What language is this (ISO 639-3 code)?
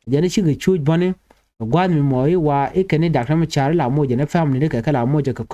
nus